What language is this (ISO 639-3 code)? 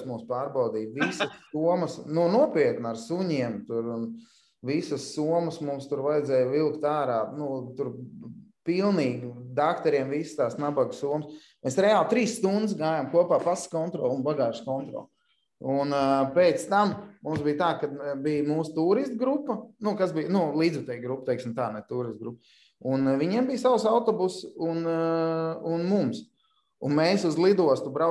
lav